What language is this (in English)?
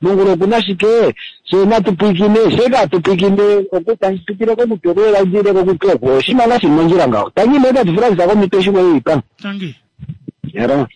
Kuanyama